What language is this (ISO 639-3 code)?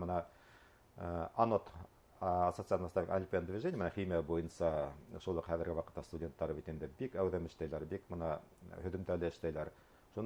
bak